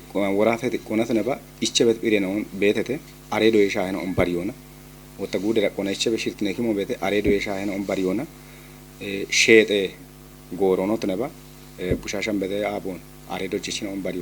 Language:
Kafa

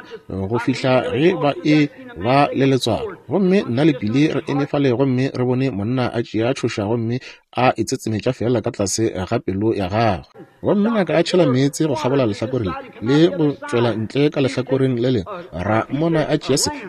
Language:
Northern Sotho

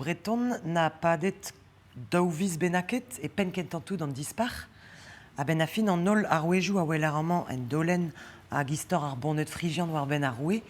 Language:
Breton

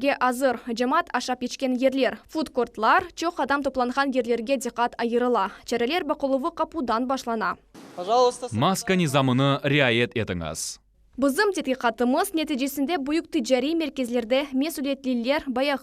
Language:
Crimean Tatar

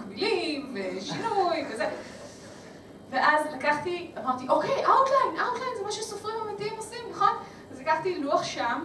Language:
Hebrew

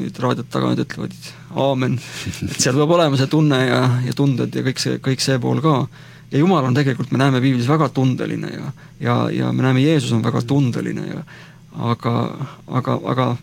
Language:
Estonian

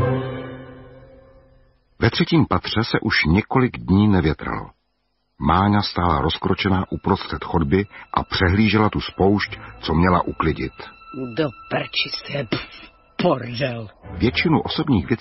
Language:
Czech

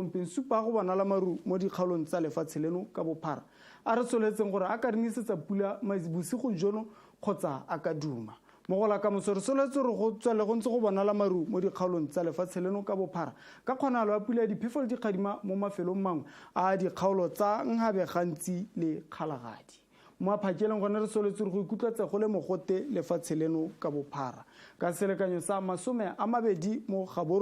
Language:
Tswana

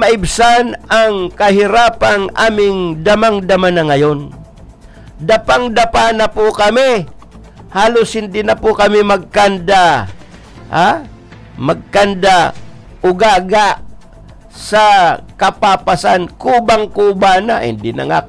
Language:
Bikol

